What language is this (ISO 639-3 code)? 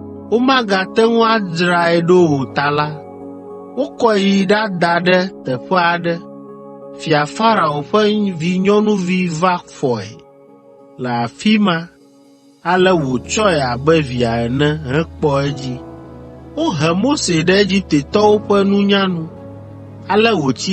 ewe